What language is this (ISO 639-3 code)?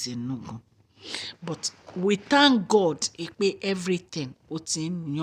yor